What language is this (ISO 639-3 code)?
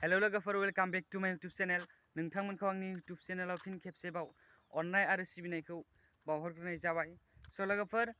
brx